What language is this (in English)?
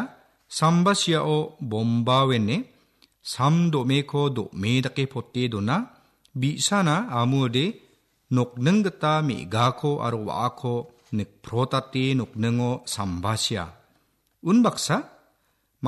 Garo